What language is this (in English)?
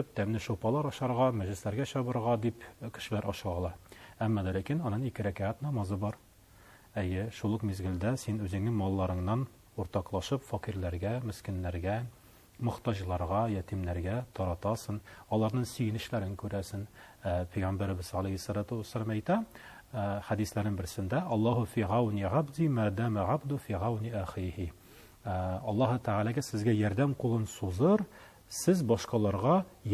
Tatar